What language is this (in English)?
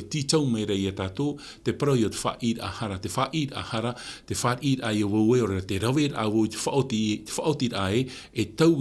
Tahitian